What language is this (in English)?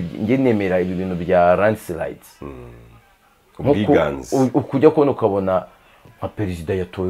Kinyarwanda